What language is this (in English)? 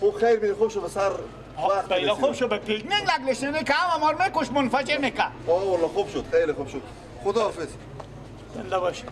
Persian